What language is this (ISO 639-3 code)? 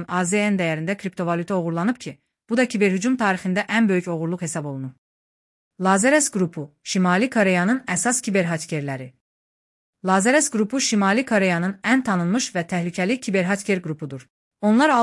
aze